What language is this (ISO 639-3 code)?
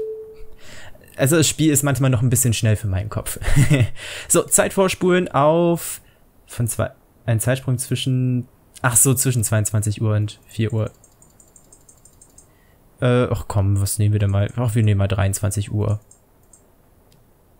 deu